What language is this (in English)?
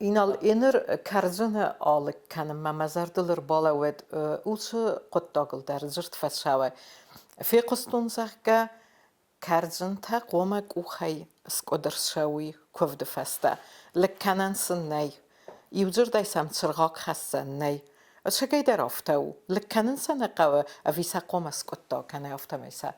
Ossetic